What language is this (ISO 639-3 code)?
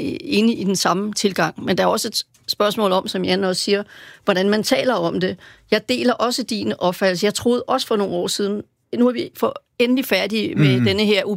dan